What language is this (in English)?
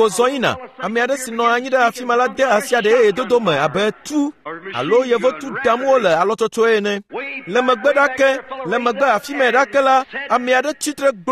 Ewe